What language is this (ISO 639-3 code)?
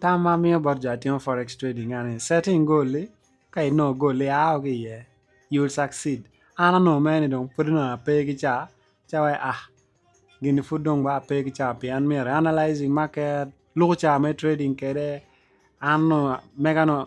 ach